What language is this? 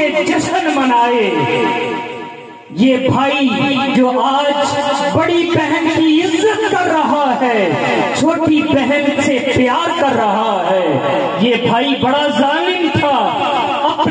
Urdu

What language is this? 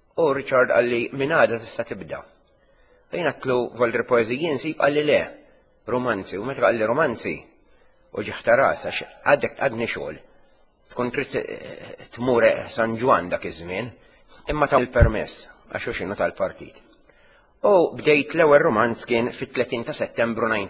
Maltese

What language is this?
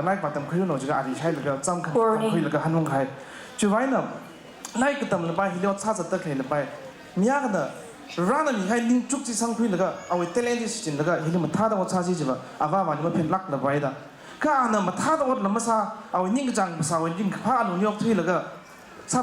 Tangkhul Naga (India)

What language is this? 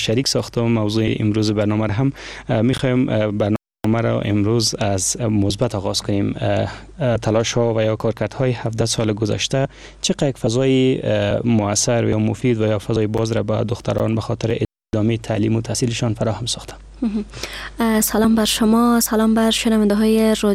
Persian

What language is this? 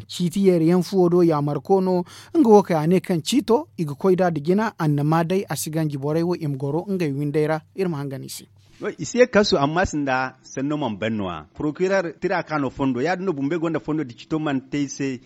Zarma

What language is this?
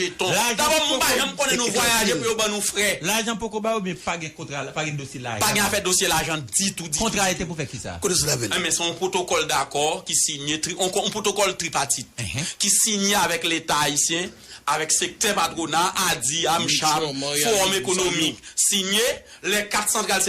Haitian Creole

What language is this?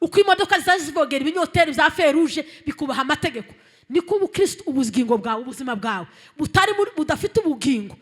Kinyarwanda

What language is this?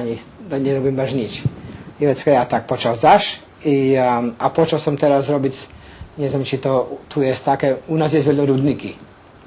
Rusyn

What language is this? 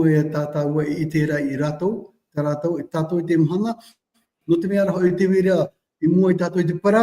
Tahitian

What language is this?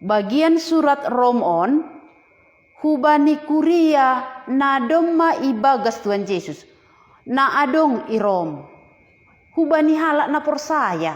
Batak Simalungun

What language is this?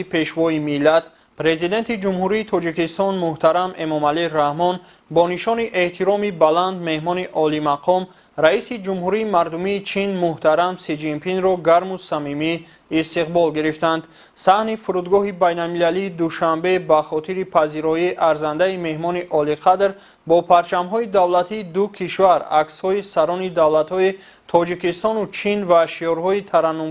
Tajik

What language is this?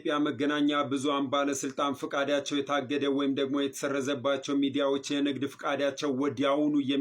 Amharic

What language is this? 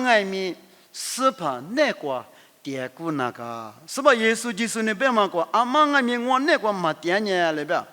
Lisu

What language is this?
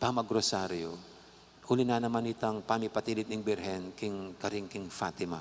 Pampanga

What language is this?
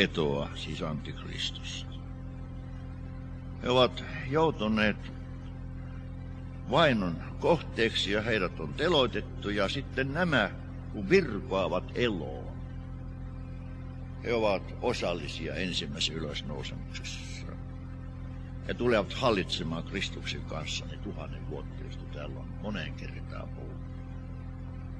Finnish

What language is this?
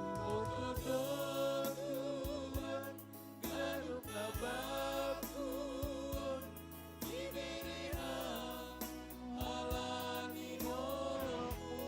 Batak Simalungun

